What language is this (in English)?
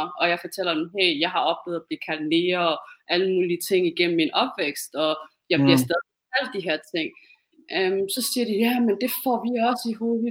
Danish